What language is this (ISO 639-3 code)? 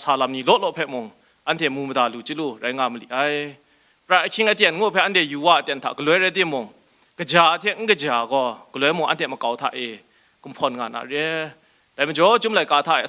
kac